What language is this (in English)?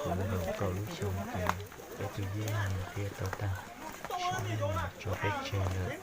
Hmong